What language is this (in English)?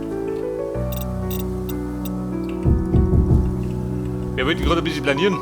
Bavarian